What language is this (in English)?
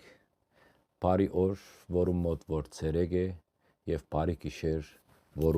Western Armenian